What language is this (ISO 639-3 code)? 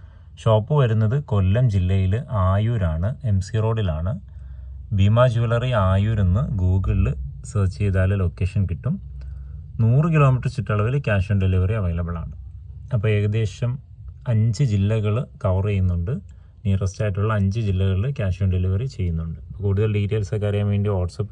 mal